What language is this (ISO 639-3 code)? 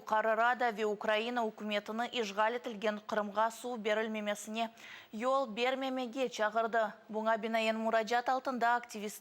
crh